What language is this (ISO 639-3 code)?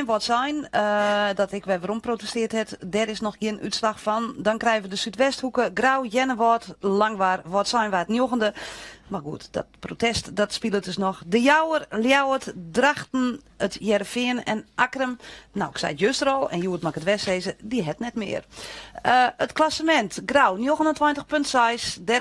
fry